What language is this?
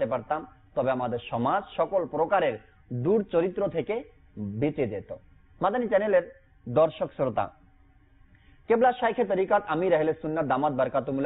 Bangla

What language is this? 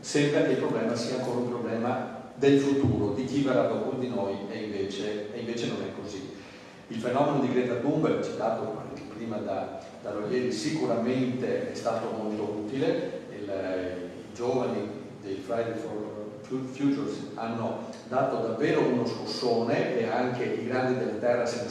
Italian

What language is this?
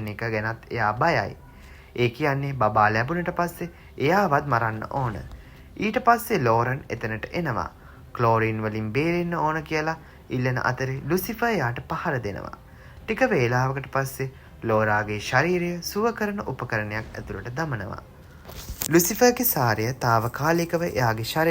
Sinhala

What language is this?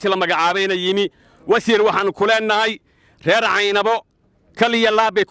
Somali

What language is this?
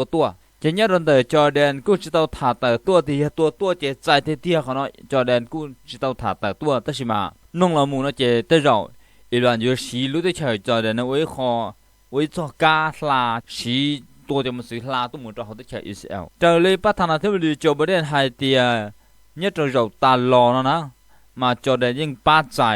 Hmong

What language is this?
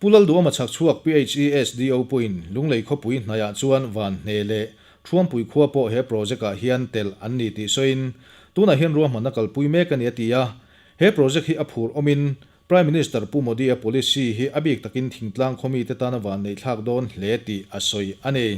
Mizo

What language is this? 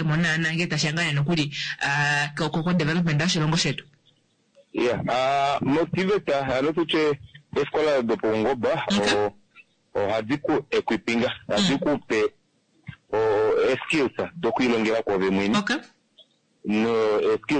Kuanyama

